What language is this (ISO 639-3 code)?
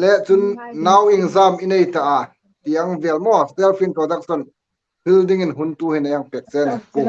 hmr